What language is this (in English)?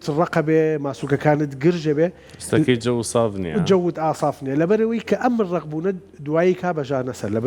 Central Kurdish